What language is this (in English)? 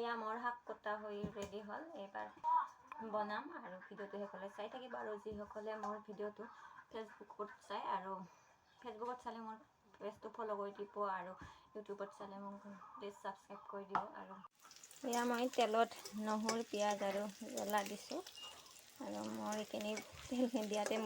Assamese